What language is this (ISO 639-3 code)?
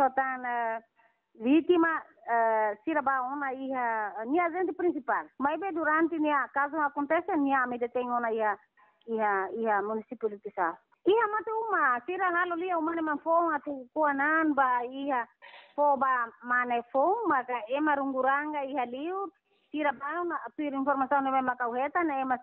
tet